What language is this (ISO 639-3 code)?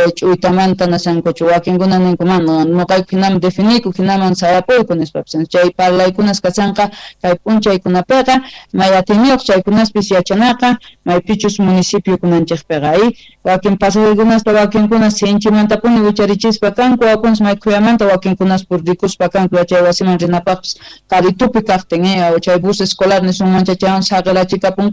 quh